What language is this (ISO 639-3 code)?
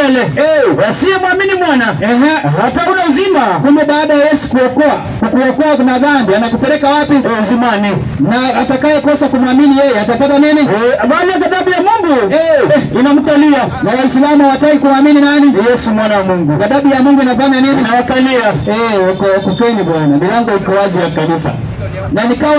swa